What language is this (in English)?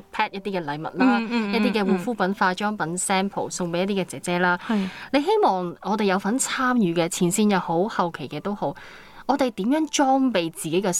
Cantonese